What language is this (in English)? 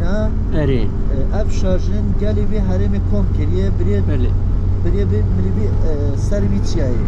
Kurdish